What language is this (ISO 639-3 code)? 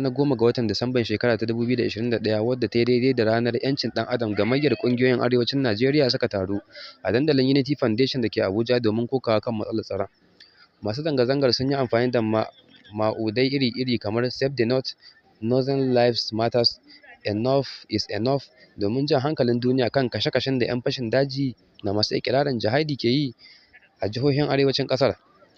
hau